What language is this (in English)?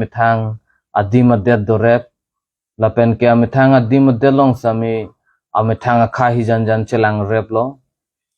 Karbi